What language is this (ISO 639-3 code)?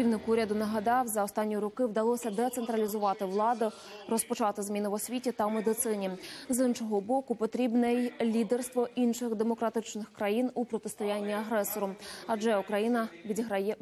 ukr